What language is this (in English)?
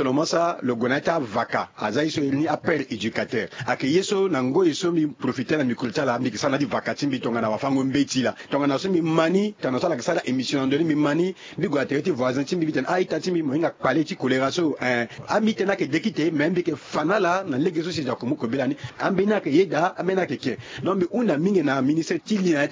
Sango